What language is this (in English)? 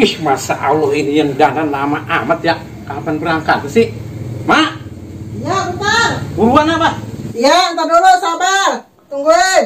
Betawi